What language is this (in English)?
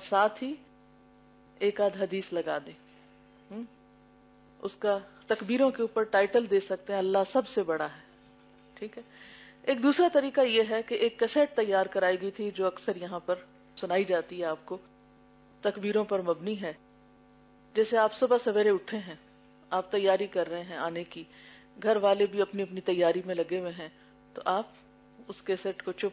Urdu